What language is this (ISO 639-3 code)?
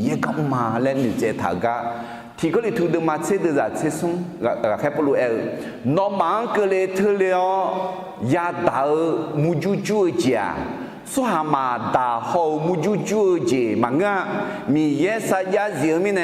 ahk